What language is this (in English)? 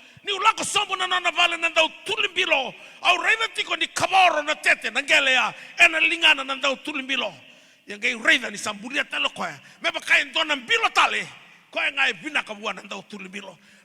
Fijian